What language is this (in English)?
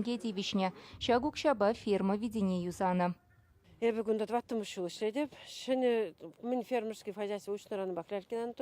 Chuvash